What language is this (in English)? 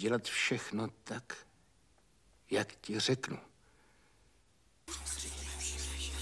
Czech